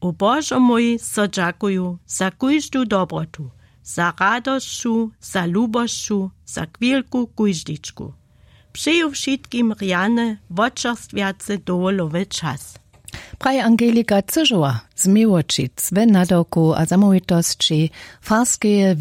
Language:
Upper Sorbian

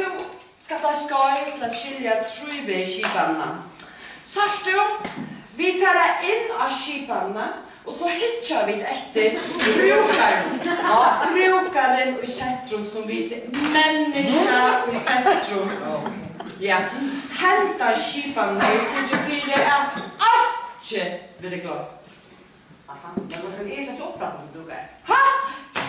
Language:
Faroese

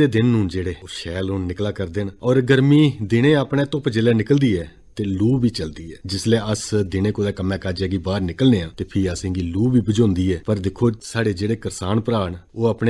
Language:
Dogri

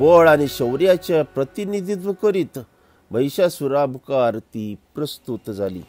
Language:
Konkani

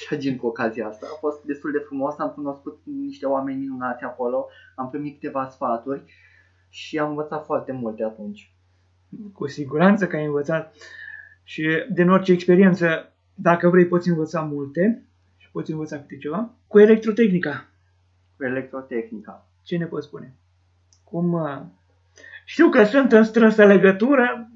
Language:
Romanian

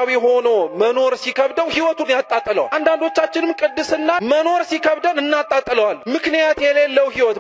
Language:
Amharic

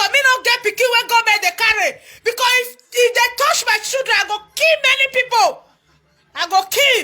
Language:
Nigerian Pidgin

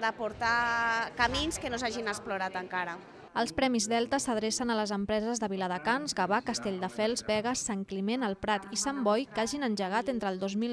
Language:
Catalan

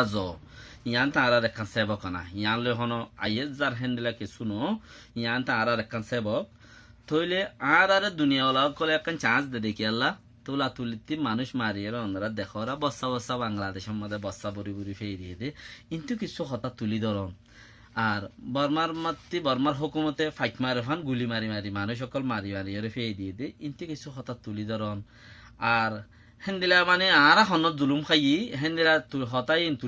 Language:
Rohingya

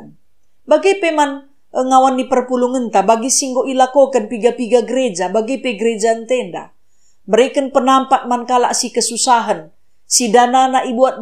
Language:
Batak Karo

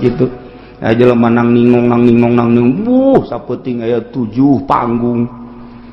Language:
Sundanese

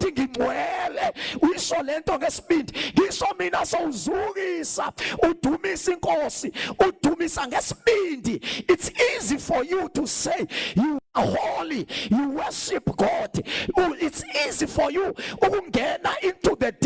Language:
Zulu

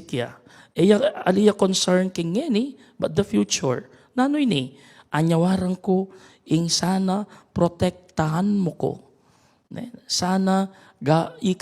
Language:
Pampanga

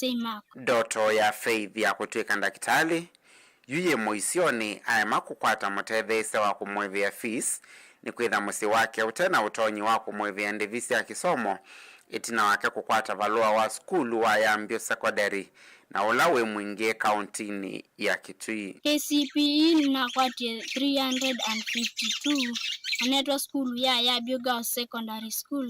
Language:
Kamba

